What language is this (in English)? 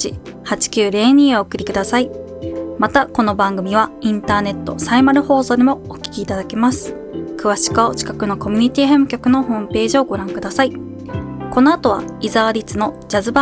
Japanese